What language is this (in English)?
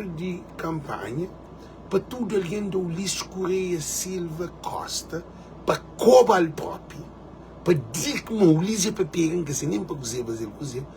Kabuverdianu